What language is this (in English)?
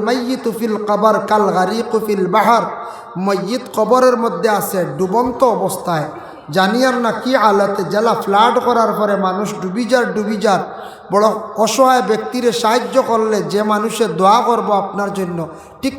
Sylheti